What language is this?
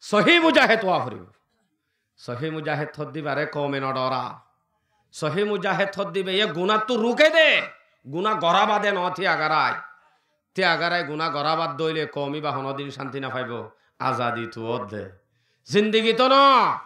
Rohingya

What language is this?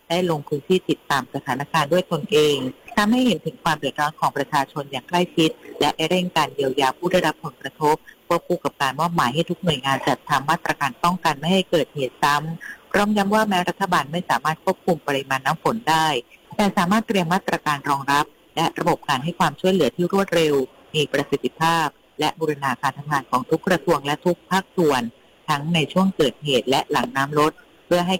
Thai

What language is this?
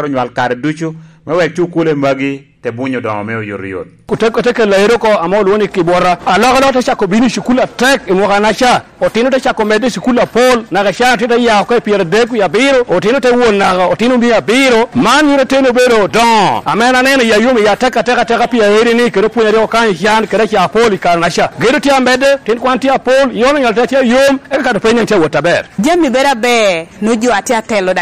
Lango (Uganda)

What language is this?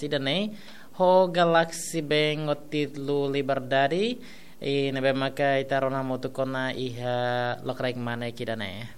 Tetum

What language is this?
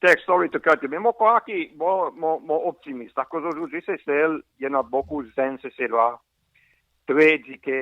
Seselwa Creole French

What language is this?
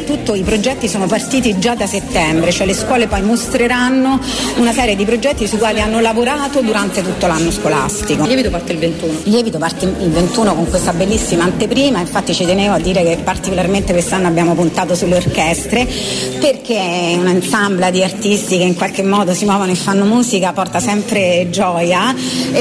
Italian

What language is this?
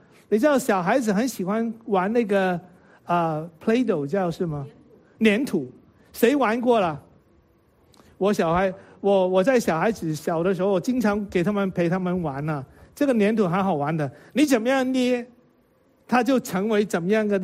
Chinese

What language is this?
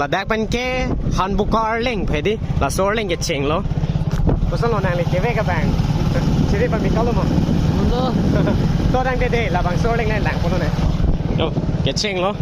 Karbi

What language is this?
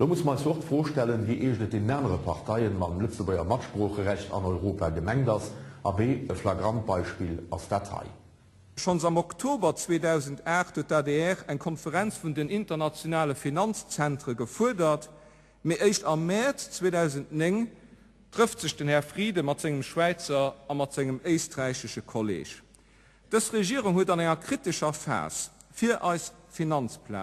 Luxembourgish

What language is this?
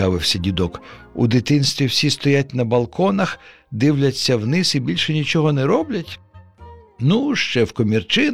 Ukrainian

